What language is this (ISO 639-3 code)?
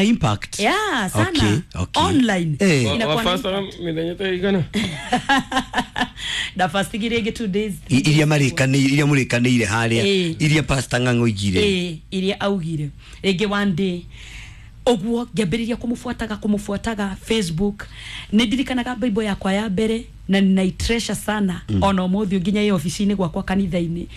kik